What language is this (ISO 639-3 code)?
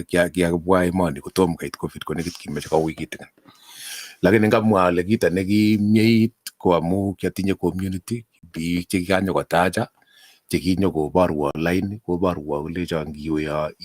kln